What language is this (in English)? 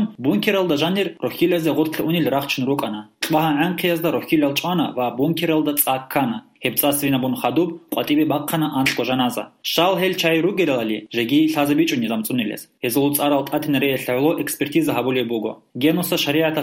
Avaric